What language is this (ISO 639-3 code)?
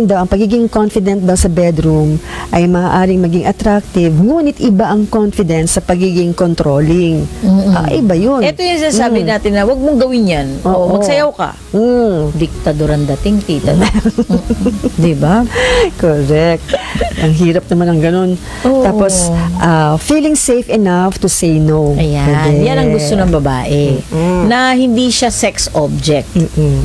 fil